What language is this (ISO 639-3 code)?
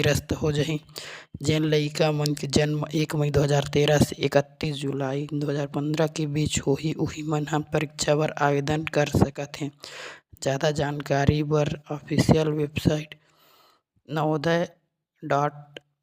hne